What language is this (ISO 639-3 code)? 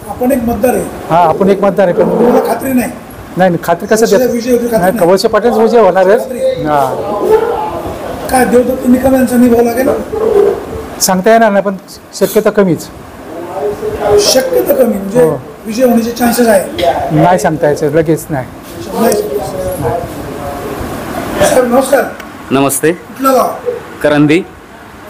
mar